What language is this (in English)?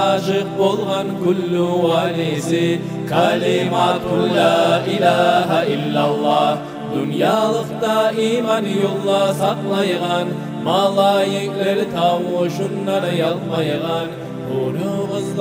Kumyk